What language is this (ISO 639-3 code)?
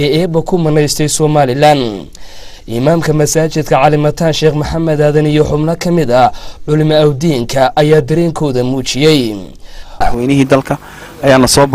som